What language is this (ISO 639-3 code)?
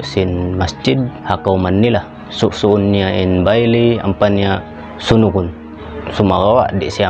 tsg